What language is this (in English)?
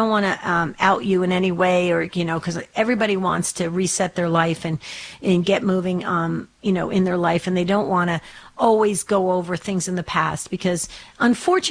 English